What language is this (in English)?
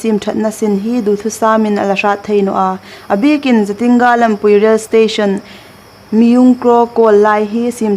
Hmar